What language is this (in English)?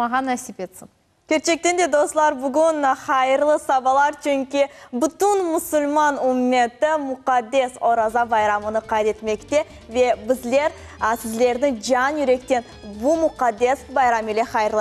Crimean Tatar